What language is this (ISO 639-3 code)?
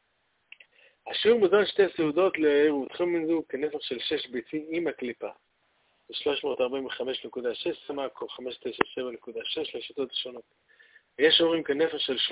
heb